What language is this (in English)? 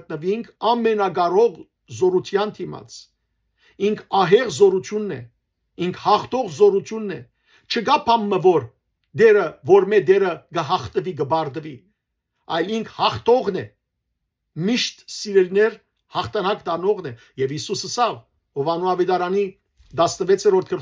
Western Armenian